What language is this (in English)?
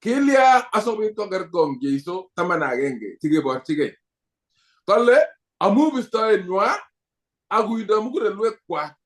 Kalenjin